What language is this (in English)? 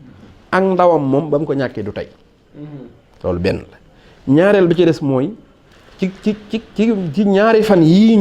Wolof